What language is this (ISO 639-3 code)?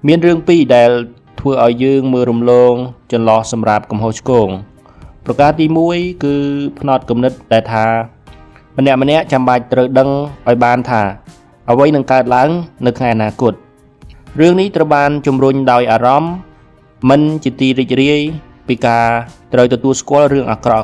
khm